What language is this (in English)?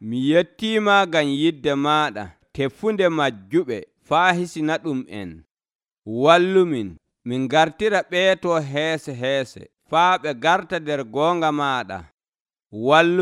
Nigerian Fulfulde